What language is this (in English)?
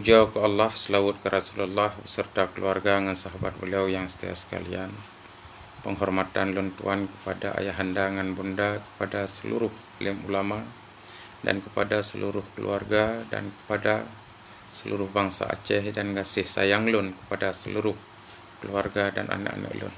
Achinese